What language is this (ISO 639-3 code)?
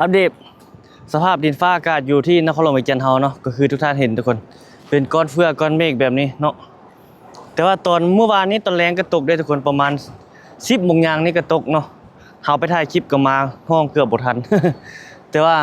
lao